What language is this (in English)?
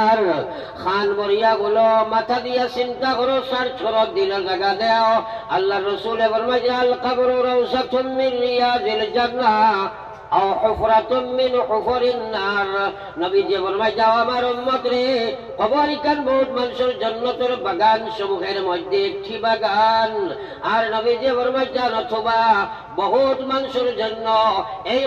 Sylheti